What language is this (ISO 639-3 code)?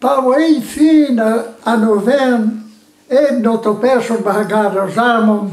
bre